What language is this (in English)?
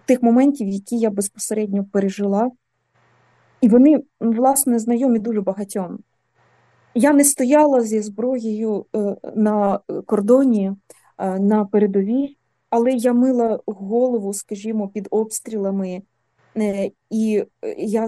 Ukrainian